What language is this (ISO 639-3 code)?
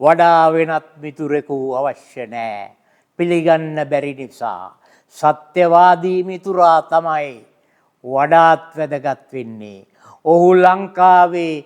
sin